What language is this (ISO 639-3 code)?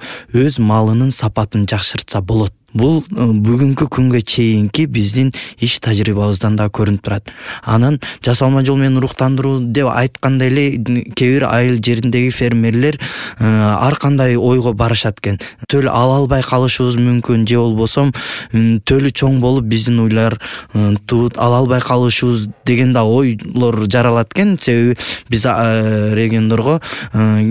kir